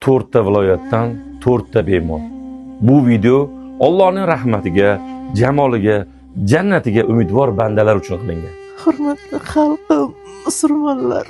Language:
Uzbek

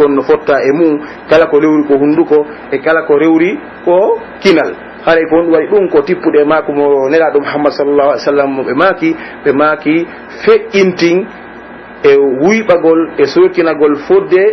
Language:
Pular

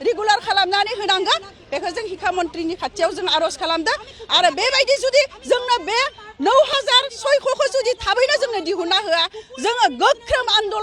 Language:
Bodo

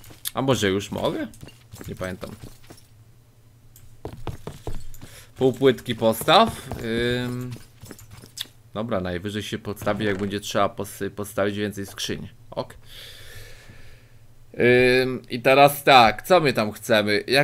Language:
Polish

